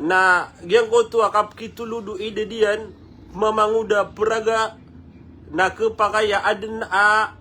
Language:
Maranao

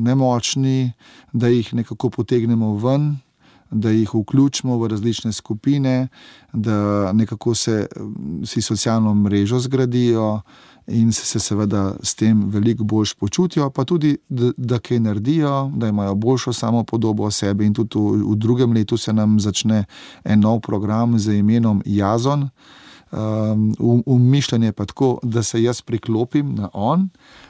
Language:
Slovenian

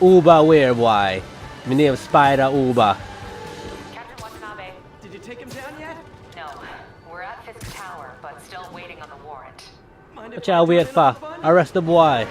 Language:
Jamaican Creole English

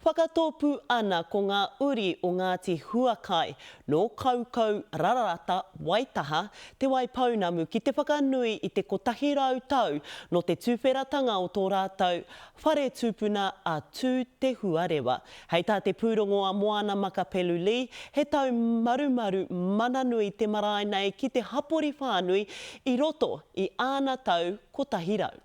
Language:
Māori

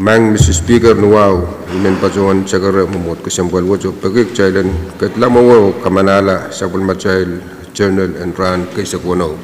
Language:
Pohnpeian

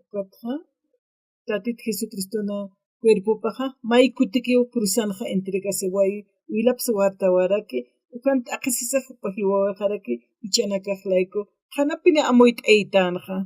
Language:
Aymara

